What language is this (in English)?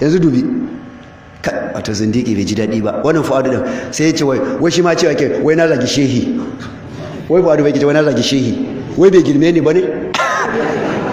Hausa